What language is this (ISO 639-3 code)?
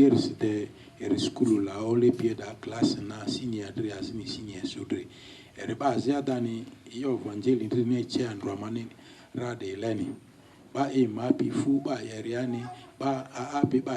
lgg